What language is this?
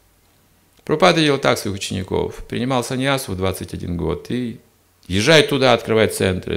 Russian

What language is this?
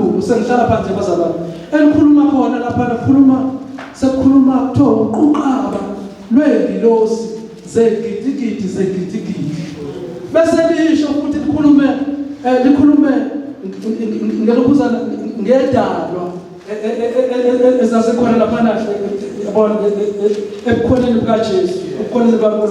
Zulu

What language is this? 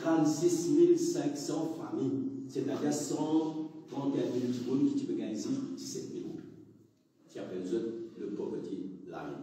Morisyen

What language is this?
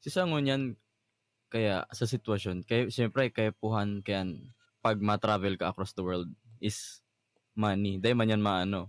Bikol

